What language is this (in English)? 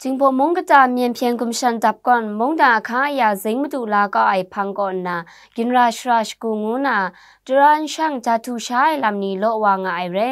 Kachin